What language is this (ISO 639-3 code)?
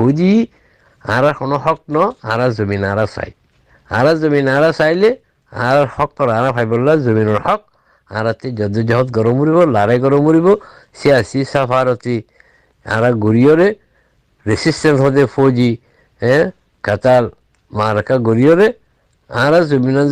rhg